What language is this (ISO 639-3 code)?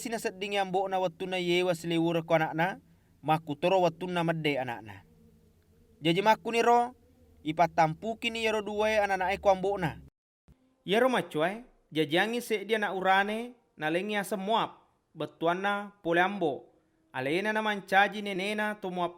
bug